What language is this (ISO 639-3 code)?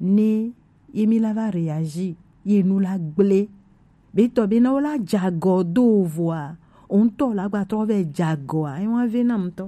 gej